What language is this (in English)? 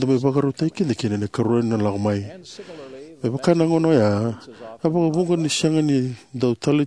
Fijian